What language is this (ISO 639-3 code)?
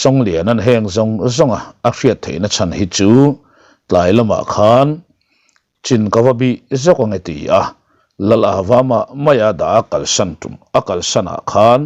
lus